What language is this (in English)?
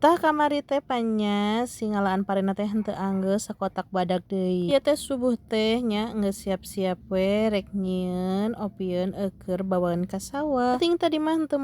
Sundanese